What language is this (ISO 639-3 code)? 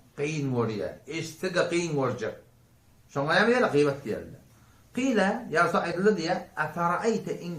tuk